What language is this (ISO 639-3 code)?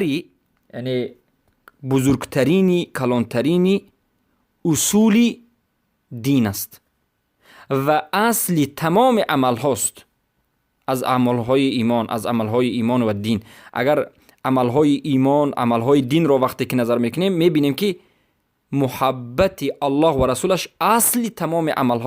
fas